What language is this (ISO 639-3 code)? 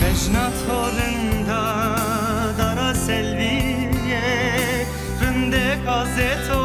zza